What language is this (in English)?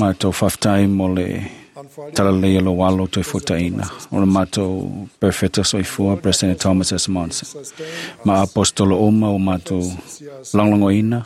Samoan